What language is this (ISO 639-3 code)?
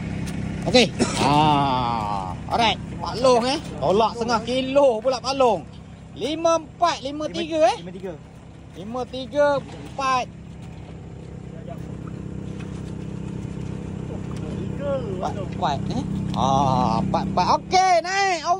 msa